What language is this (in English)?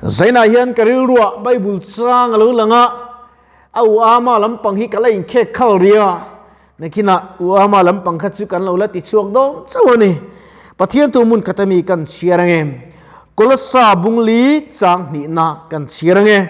Mizo